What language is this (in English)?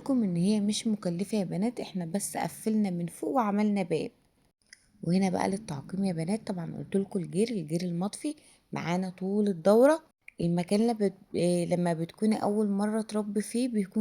Egyptian Arabic